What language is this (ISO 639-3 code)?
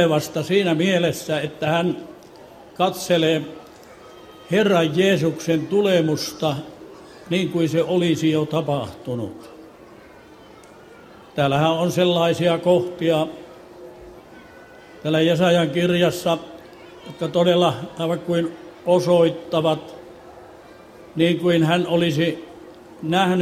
fin